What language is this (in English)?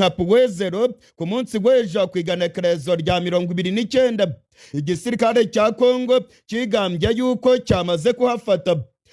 Rundi